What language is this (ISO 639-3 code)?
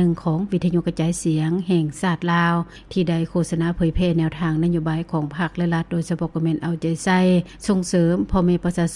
lao